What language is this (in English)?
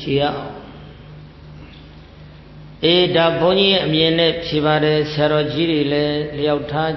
Burmese